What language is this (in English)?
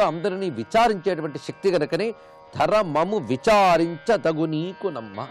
Telugu